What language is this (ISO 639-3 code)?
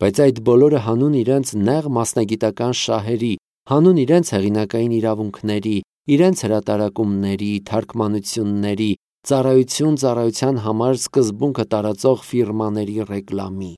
hye